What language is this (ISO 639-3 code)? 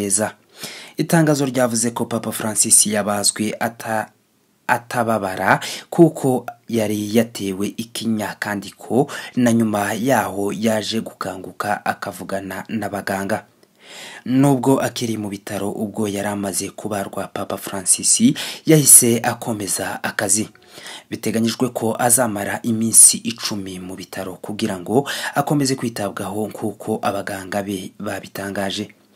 kin